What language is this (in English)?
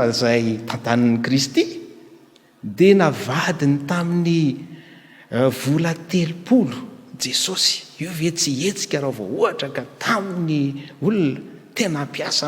Malagasy